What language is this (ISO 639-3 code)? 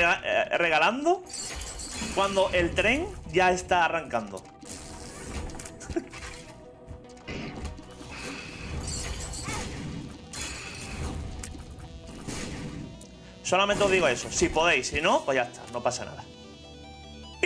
spa